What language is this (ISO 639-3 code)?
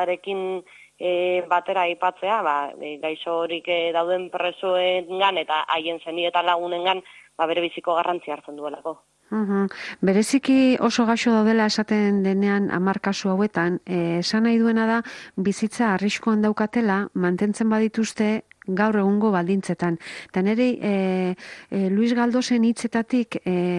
eus